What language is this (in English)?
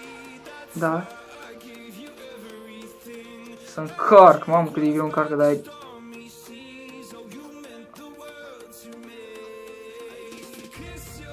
Romanian